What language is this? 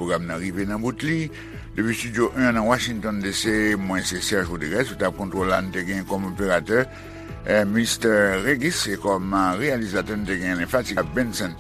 Haitian Creole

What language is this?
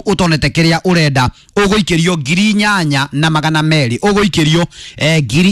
Kikuyu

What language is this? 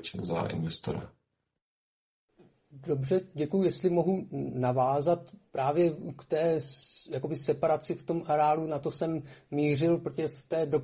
Czech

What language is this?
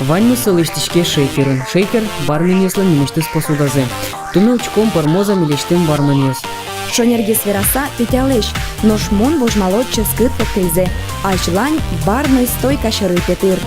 Udmurt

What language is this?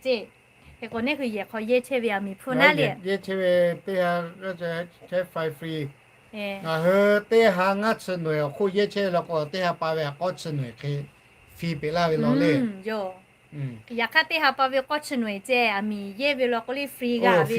Lahu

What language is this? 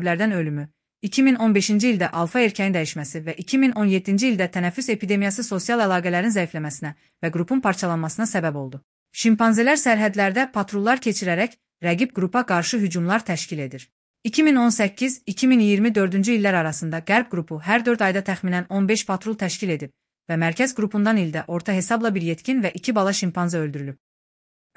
Azerbaijani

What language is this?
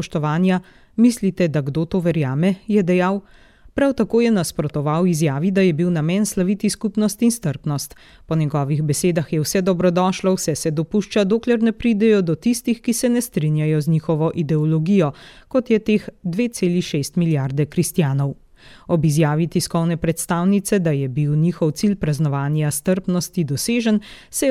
Slovenian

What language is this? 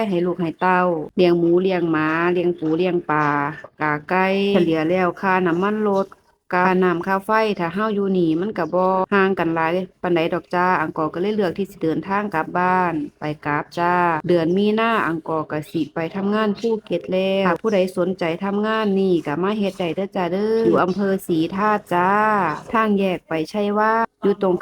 Northeastern Thai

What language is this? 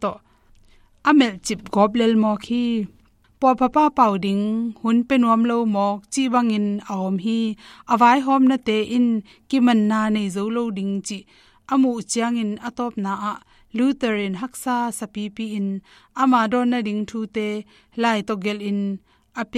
Tedim Chin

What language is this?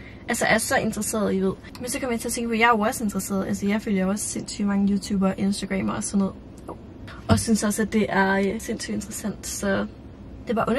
Danish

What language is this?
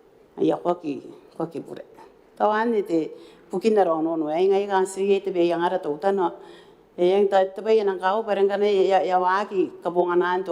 Gilbertese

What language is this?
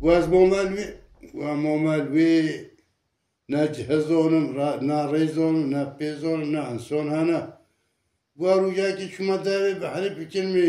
Kurdish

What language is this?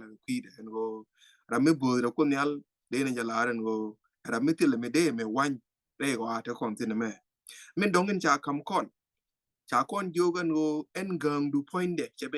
Nuer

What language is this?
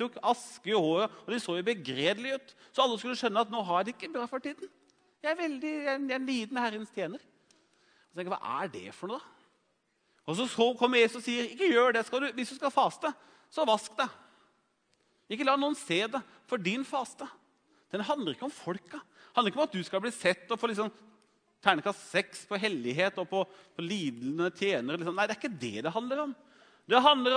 Norwegian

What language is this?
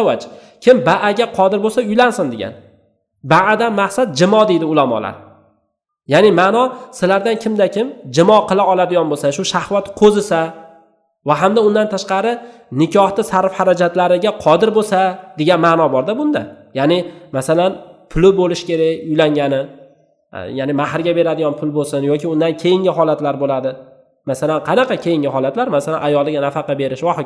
Uzbek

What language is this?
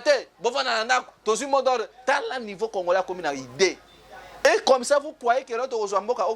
Lingala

